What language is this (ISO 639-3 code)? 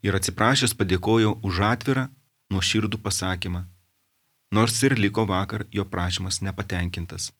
lit